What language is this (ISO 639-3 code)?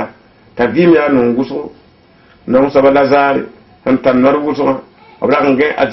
mos